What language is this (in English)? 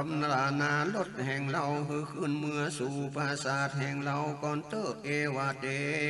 Northern Thai